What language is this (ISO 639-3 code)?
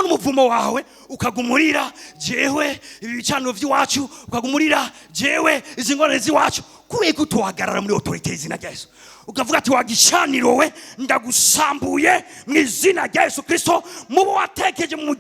run